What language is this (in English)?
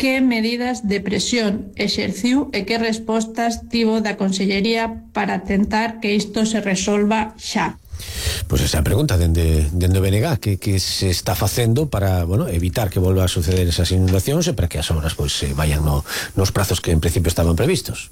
Galician